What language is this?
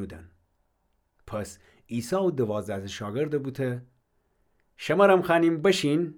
Gilaki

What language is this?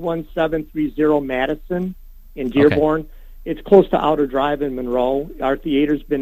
English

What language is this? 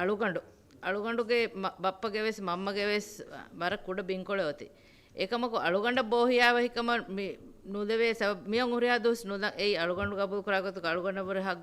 Divehi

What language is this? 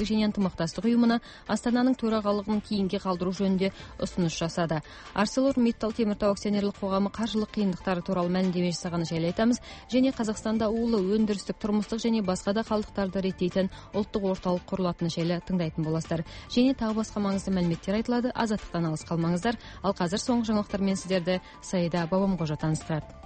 Kazakh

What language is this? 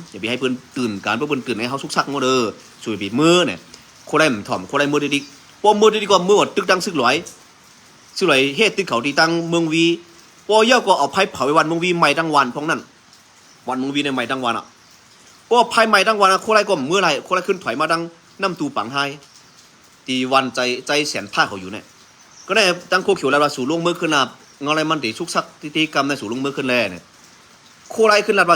Shan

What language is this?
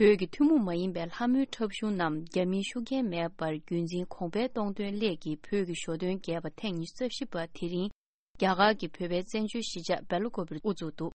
Tibetan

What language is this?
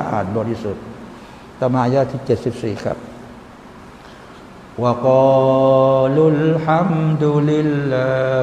Thai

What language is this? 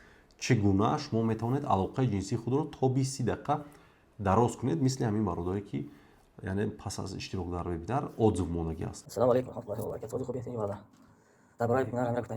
Tajik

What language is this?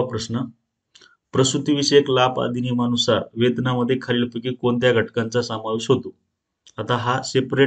Marathi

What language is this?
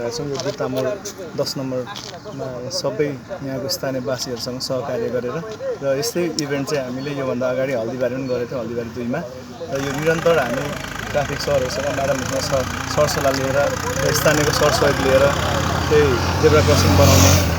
Nepali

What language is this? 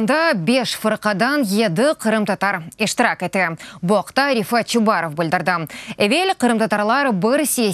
Crimean Tatar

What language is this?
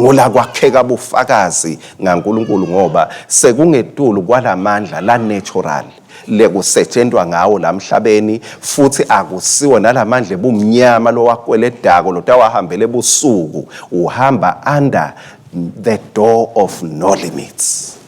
Swati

